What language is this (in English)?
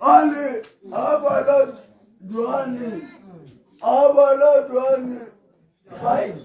Tswana